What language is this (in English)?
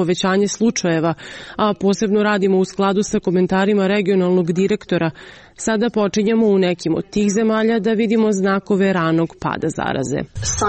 Serbian